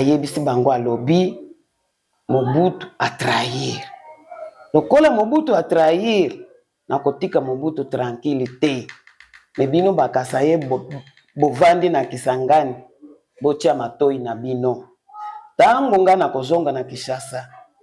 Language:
Lingala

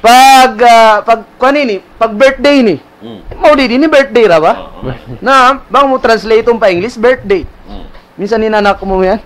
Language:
Tausug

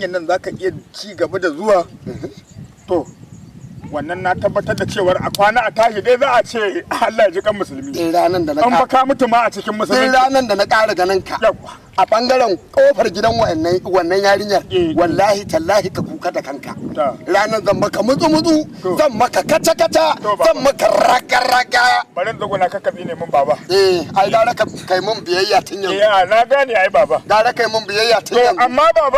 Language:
Hausa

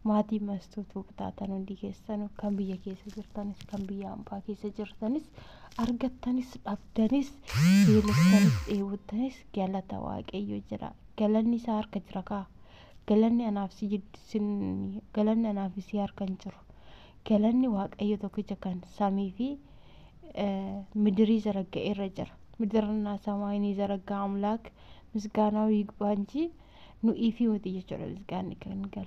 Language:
Oromo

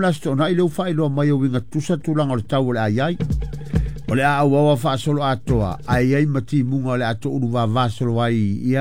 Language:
Samoan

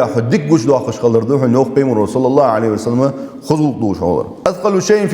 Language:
Ingush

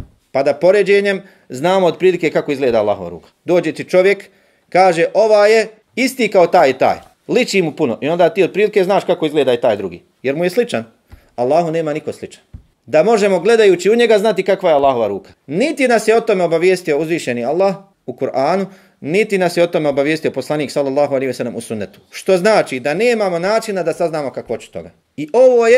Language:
Bosnian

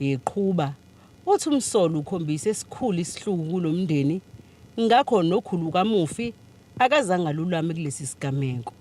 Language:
Zulu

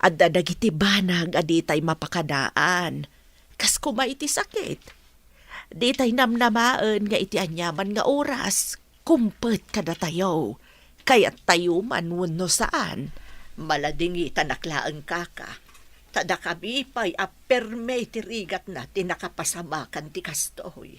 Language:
Iloko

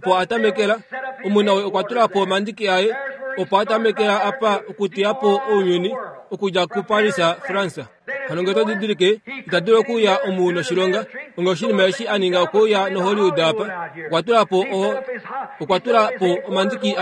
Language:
Kuanyama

